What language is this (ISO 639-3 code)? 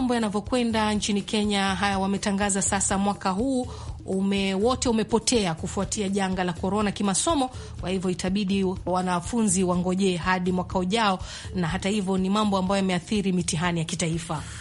swa